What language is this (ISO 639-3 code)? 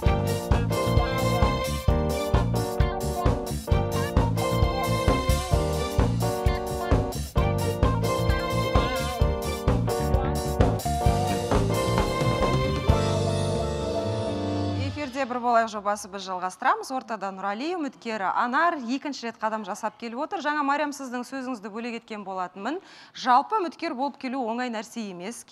kaz